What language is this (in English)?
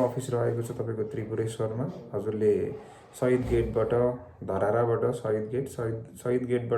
Nepali